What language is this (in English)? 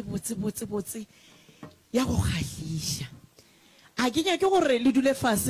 Northern Sotho